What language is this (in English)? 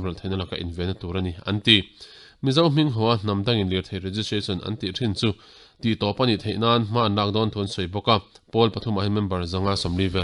Mizo